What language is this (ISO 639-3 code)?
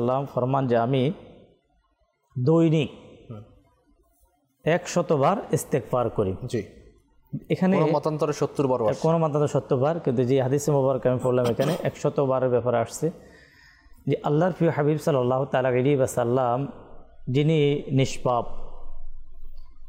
ben